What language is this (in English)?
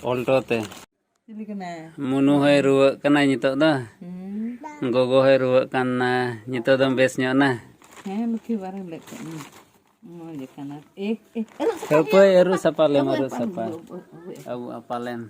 Santali